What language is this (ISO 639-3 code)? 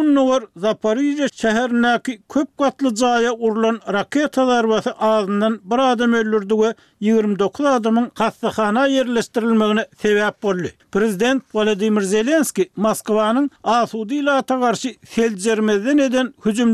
tuk